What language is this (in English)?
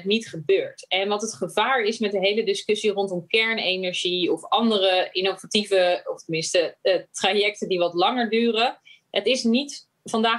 Dutch